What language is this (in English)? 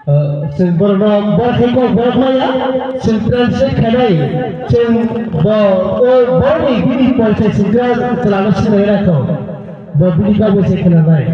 Kok Borok